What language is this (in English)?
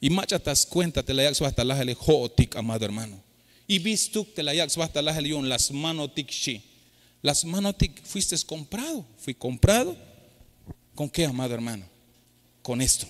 Tzeltal